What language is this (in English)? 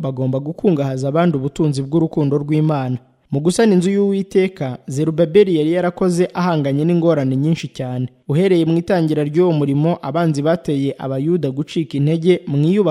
Kinyarwanda